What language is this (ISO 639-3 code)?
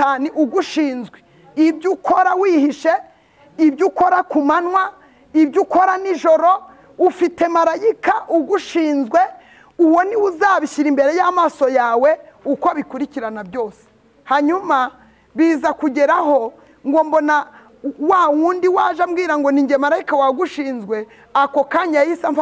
kin